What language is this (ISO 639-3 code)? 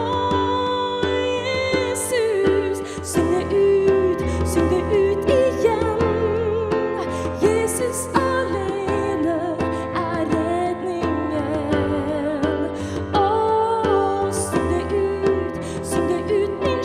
nor